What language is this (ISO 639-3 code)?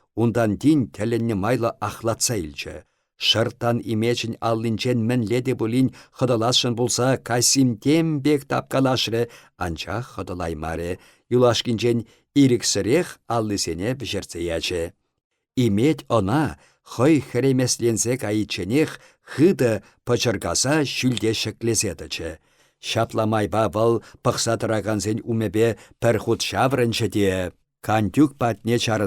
chv